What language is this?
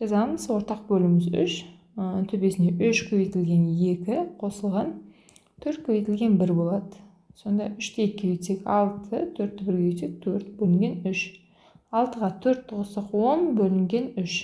Kazakh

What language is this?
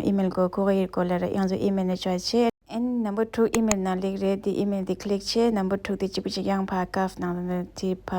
Tibetan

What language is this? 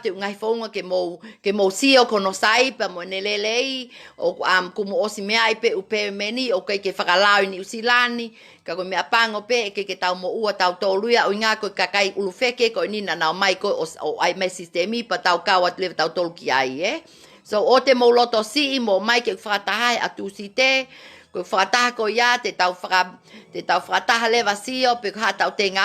Tongan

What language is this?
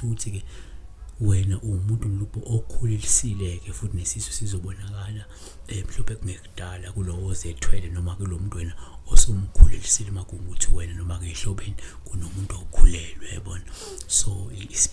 Zulu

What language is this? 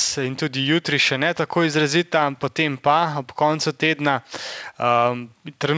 Slovenian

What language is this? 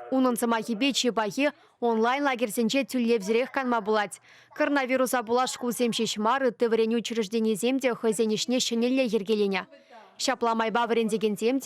Chuvash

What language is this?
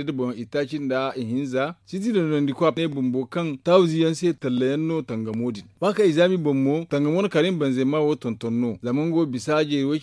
Zarma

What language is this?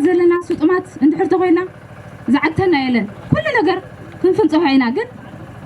Tigrinya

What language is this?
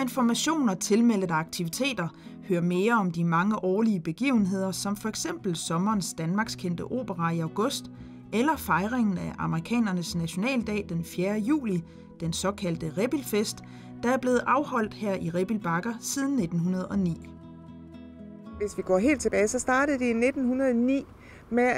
Danish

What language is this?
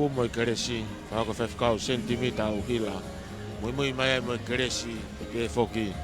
Tongan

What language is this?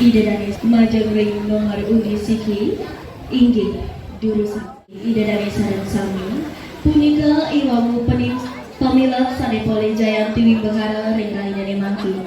Balinese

